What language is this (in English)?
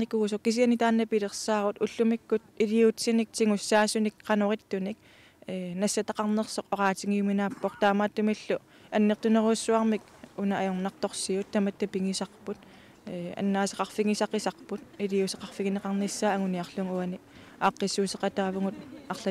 Kalaallisut